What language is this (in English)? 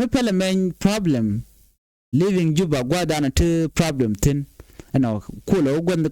Nuer